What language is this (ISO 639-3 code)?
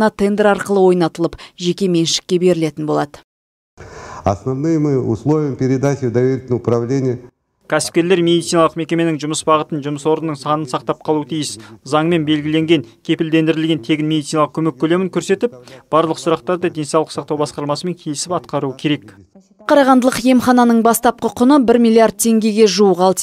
kaz